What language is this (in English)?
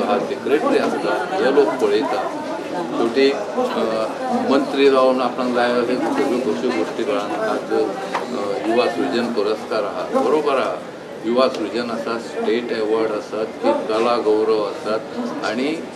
Konkani